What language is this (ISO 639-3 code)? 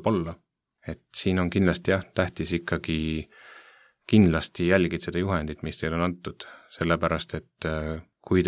est